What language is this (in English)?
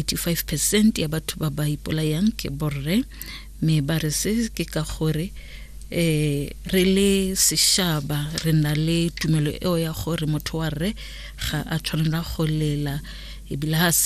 Tswana